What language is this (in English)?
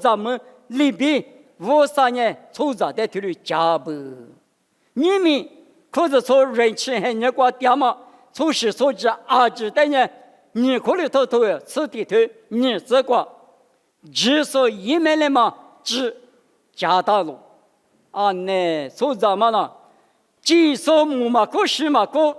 Lisu